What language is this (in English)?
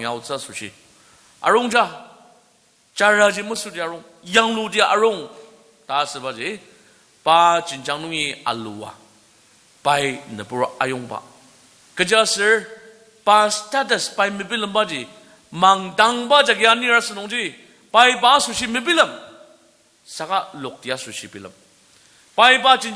Ao Naga